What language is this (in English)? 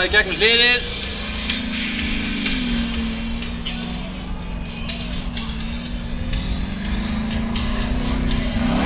Icelandic